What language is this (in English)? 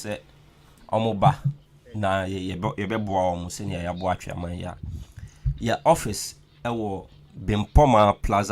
Akan